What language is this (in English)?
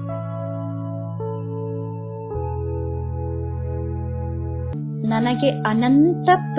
Kannada